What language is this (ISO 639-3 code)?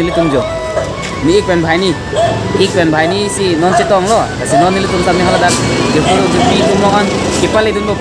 mjw